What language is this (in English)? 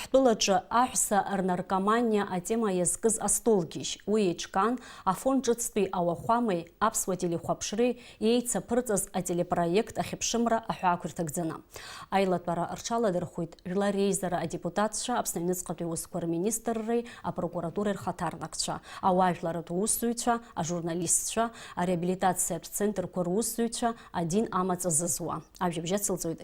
Abkhazian